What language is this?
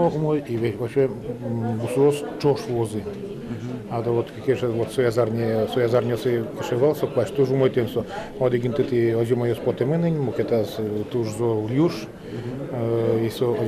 Udmurt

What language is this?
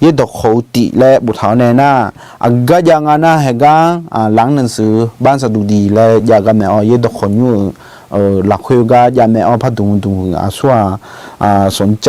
Akha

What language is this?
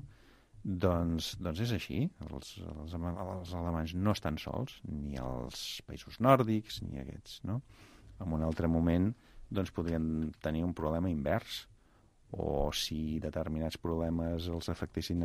Catalan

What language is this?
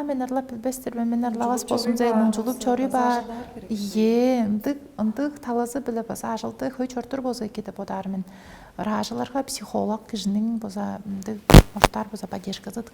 Tuvinian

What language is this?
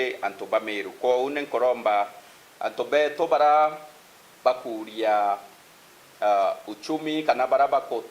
Meru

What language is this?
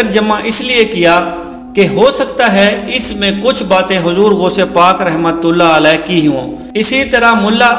Urdu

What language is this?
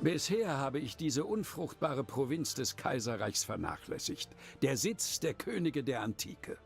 Bavarian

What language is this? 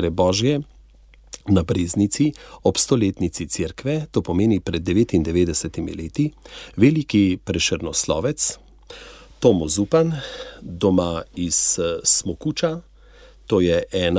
Slovenian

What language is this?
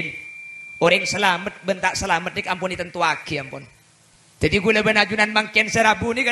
Madurese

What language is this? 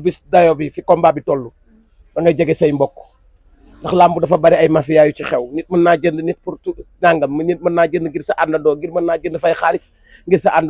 Wolof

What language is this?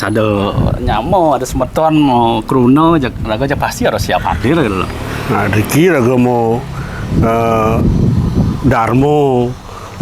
Balinese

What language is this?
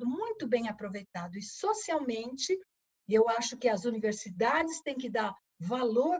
Portuguese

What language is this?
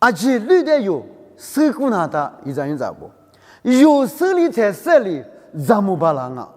Lisu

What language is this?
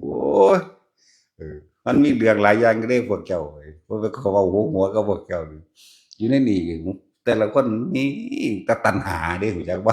Northeastern Thai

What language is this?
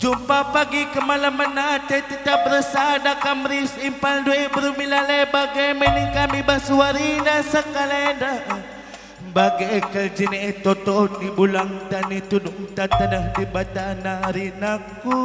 Batak Karo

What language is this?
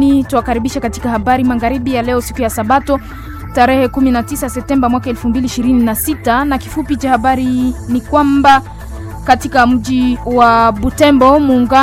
Swahili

